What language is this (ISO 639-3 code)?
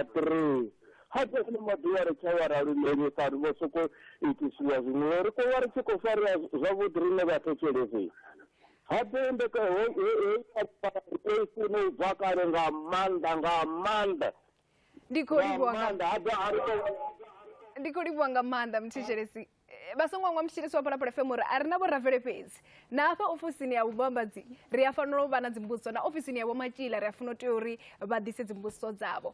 ven